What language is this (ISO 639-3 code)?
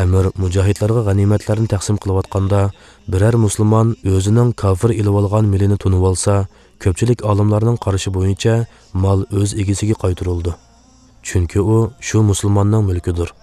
uig